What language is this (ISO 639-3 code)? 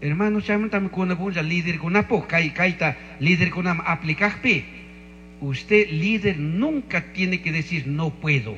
qug